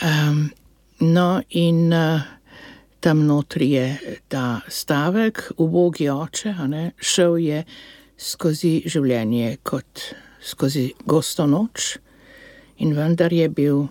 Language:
Slovenian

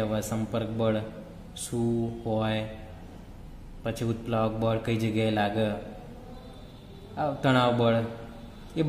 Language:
Gujarati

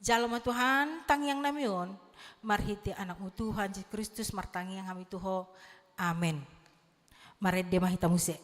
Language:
Batak Toba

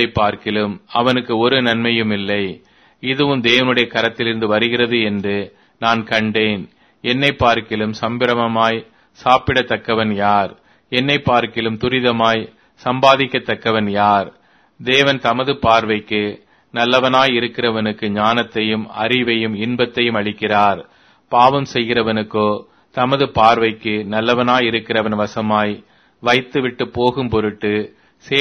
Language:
Tamil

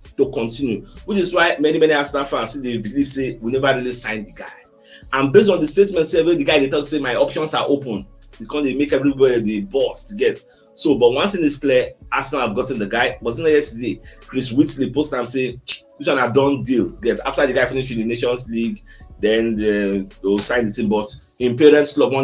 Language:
Nigerian Pidgin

